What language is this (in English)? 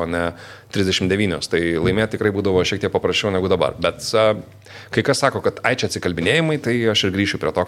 Lithuanian